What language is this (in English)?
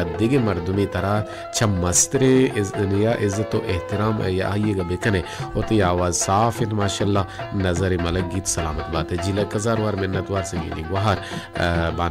Baluchi